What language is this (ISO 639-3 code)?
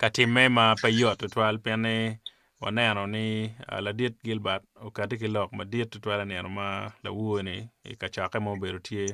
ach